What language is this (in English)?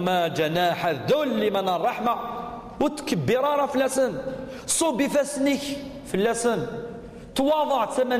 Kabyle